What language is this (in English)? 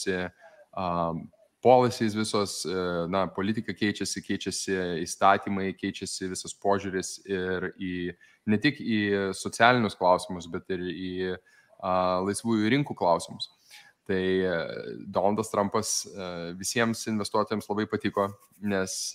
Lithuanian